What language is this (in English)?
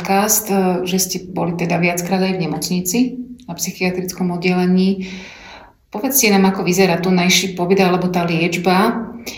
Slovak